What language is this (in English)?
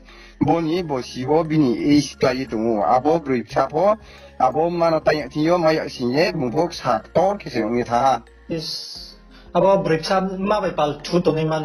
Riang (India)